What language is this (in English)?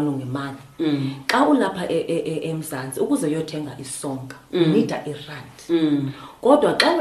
Xhosa